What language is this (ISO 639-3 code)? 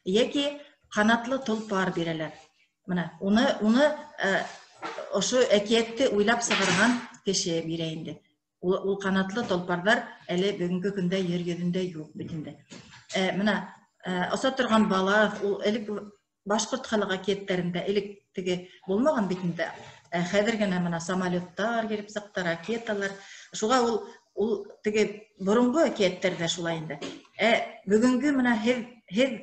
bak